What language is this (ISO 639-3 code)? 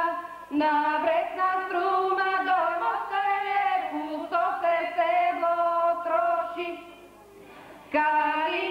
bul